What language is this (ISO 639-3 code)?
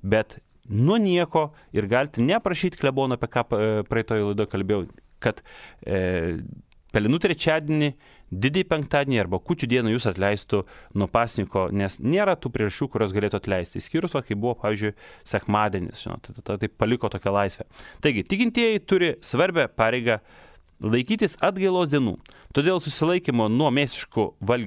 lit